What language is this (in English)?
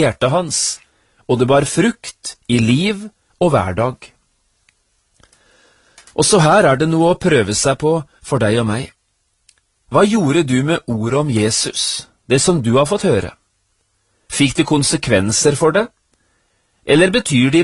Norwegian